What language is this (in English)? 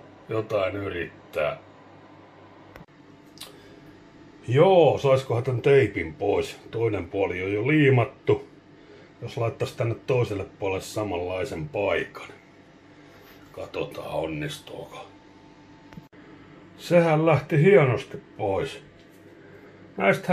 Finnish